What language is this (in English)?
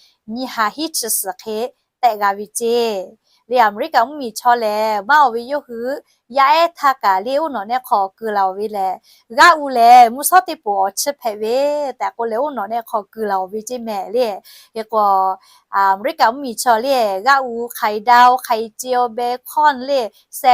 Lahu